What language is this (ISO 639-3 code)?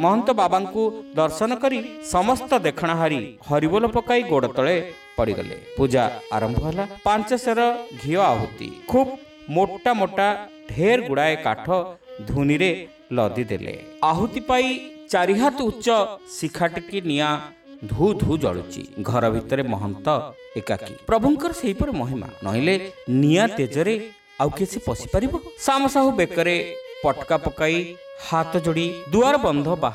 ori